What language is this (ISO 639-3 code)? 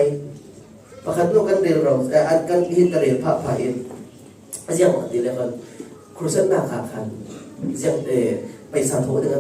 cfm